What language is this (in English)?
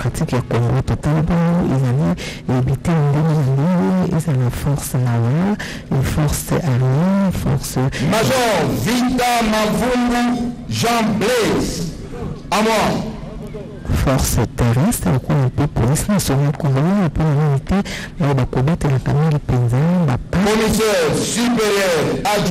French